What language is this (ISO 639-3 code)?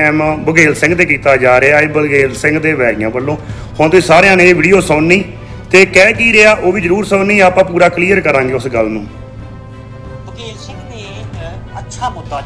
pan